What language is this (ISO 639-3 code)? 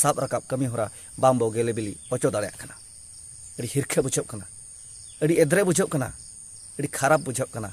sat